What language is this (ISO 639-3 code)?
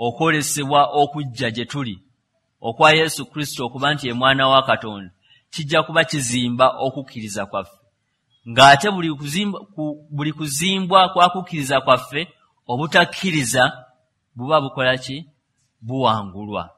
lug